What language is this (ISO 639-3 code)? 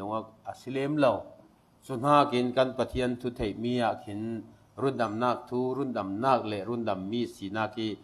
cfm